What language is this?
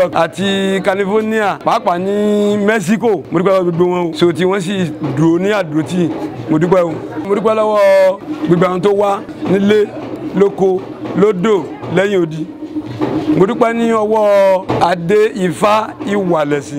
Yoruba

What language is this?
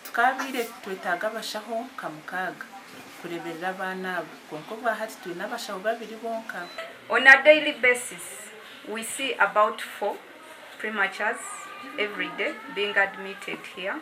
Nyankole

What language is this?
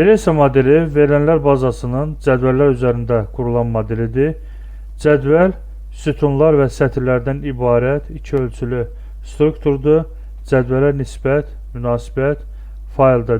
Azerbaijani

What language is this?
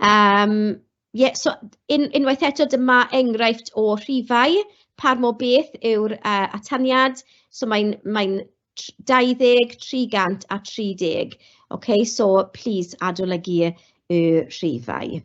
Welsh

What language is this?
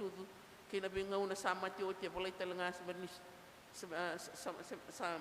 Fijian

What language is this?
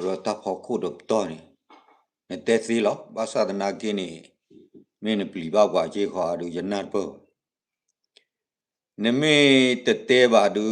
S'gaw Karen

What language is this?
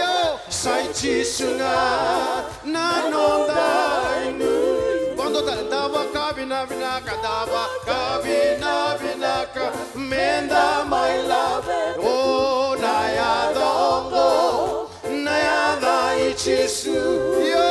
Fijian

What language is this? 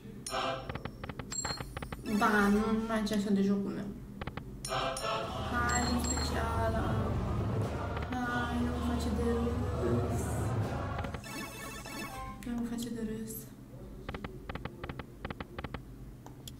Romanian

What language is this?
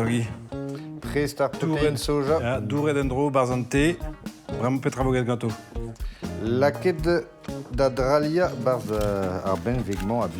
Breton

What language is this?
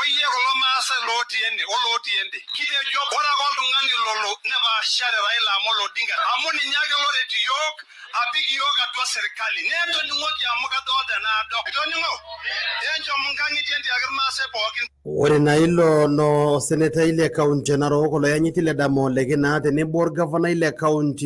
Masai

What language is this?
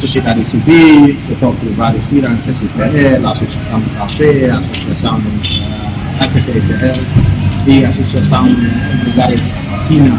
Tetum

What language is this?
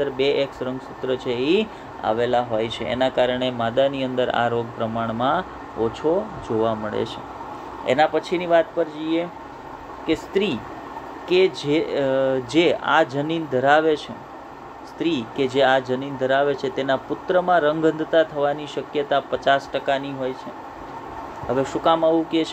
Gujarati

